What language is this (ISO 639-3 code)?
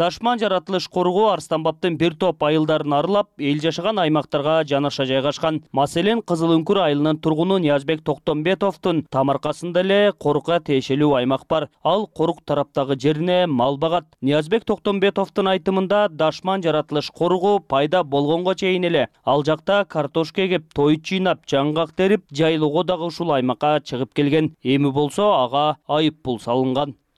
kir